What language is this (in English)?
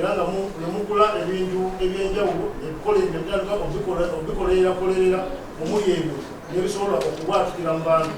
Ganda